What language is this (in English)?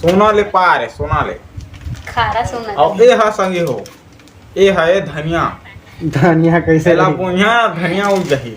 Chhattisgarhi